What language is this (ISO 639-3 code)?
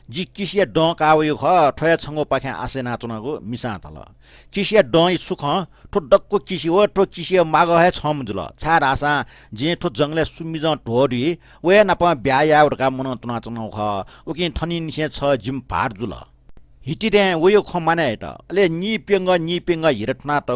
new